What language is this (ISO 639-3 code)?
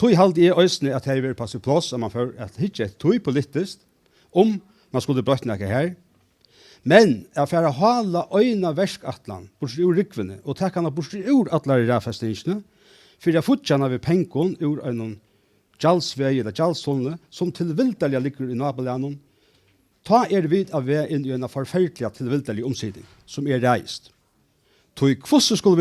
fao